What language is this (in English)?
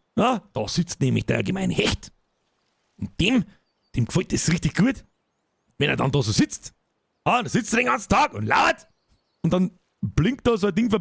Bavarian